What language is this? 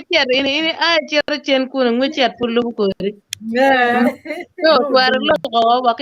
Acoli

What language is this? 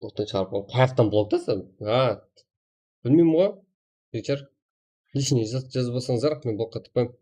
Kara-Kalpak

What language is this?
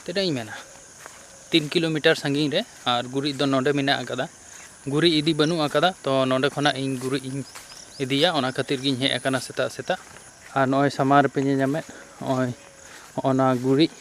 Santali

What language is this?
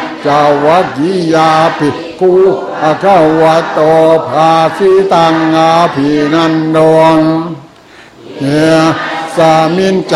Thai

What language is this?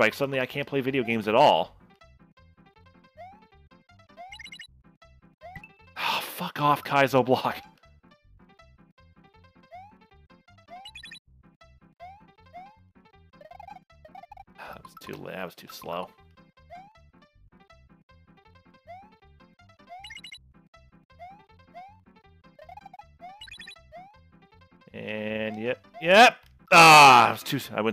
English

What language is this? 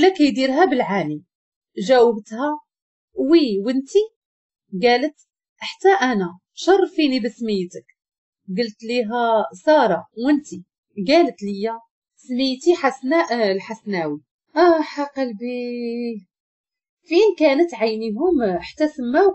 Moroccan Arabic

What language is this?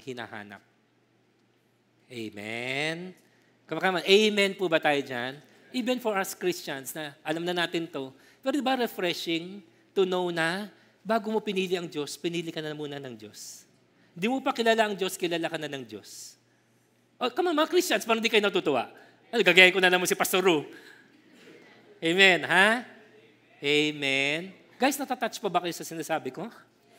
Filipino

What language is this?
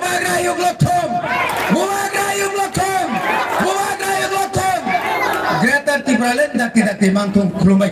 Kok Borok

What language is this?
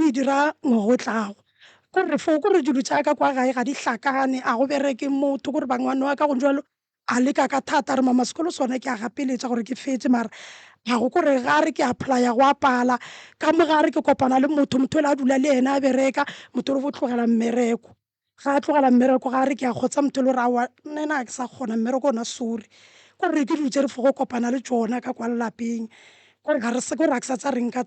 Northern Sotho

